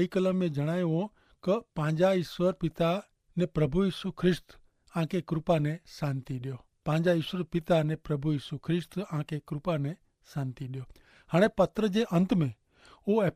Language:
Kachhi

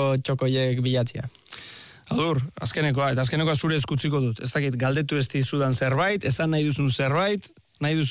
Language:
Basque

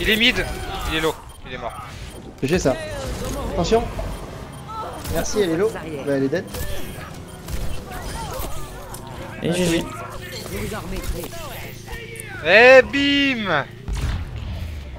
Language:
French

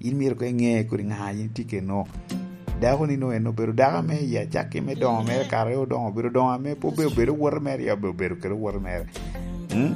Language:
Lango (Uganda)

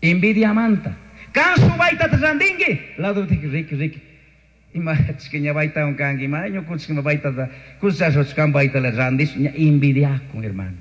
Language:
Chimborazo Highland Quichua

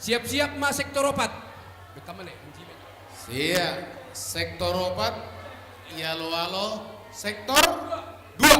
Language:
Batak Simalungun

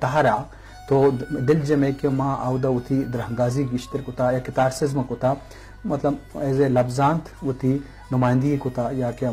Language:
Eastern Balochi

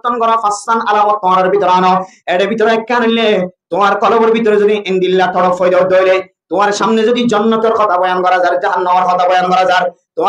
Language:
Rohingya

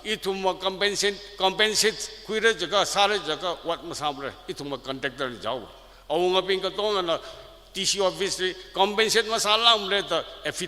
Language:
Tangkhul Naga (India)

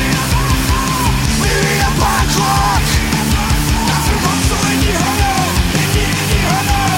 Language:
German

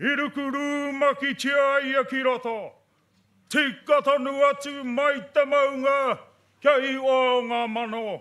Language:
Māori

